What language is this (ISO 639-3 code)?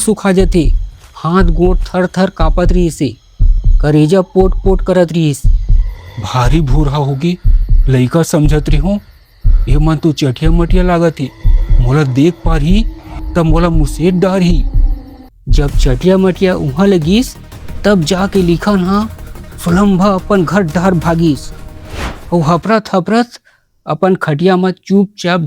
hne